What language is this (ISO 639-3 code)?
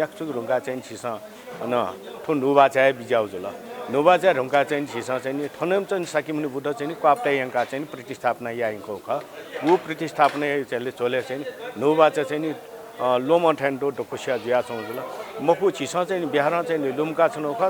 new